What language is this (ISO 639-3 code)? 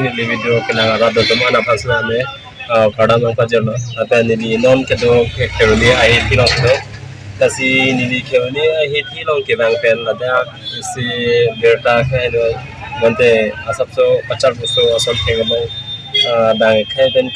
mjw